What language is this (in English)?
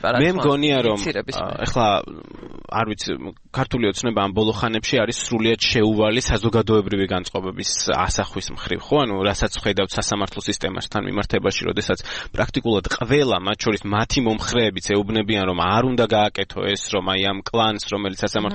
Georgian